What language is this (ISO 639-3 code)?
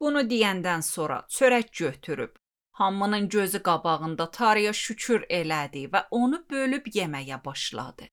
aze